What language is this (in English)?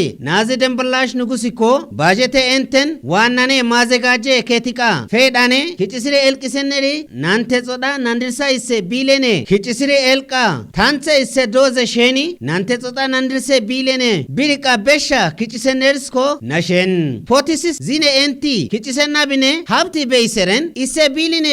Kafa